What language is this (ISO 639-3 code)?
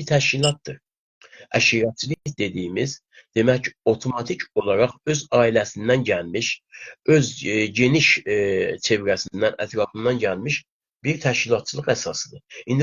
azb